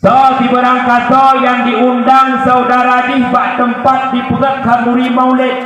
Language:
Achinese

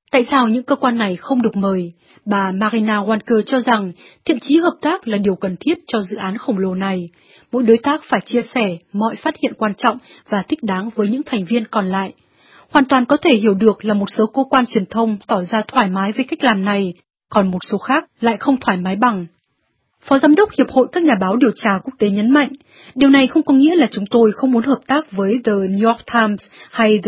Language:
Vietnamese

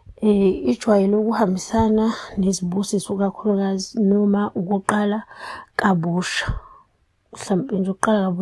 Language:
Zulu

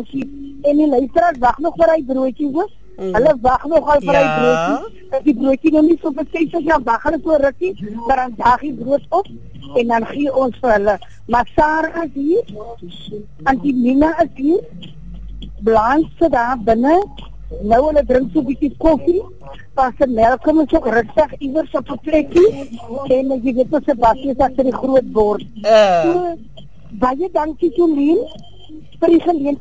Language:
Afrikaans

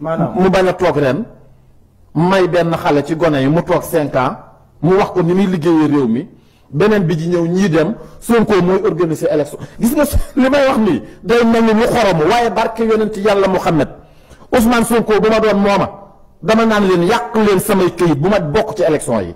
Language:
Wolof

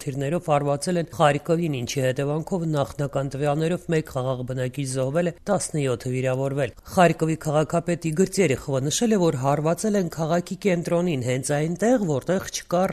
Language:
Armenian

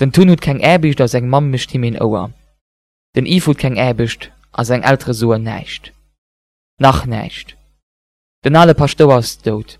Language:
Luxembourgish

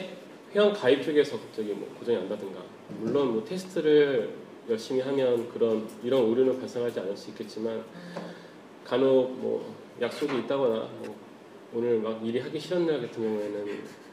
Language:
Korean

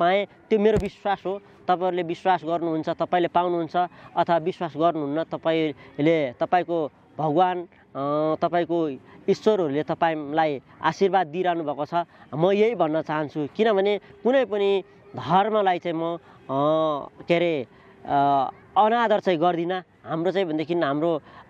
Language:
Nepali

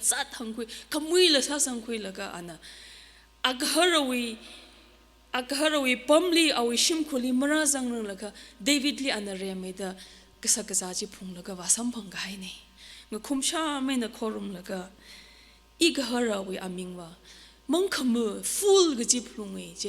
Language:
Tangkhul Naga (India)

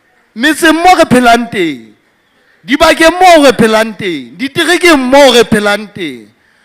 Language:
Southern Sotho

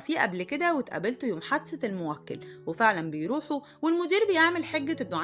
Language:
Egyptian Arabic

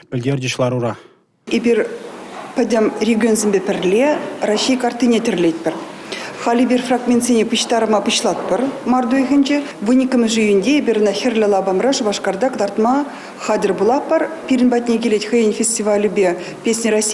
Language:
Chuvash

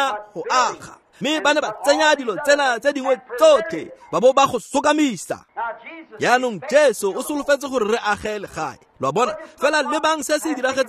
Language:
Tswana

